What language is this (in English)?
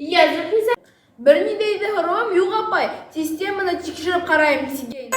Bashkir